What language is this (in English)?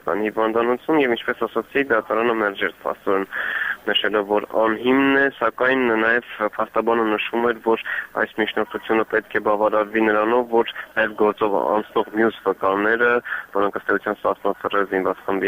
Armenian